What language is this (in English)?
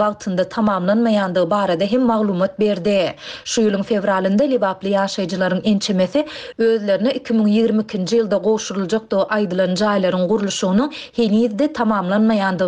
Turkmen